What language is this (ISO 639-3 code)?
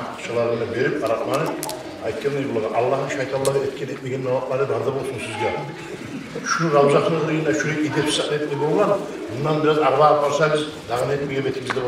kum